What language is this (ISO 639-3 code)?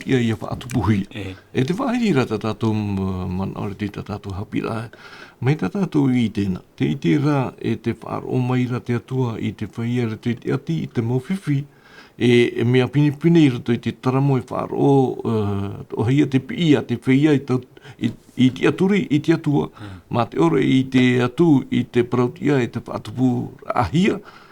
tah